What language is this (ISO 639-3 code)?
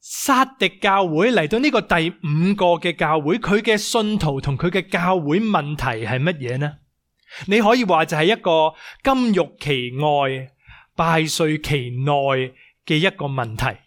yue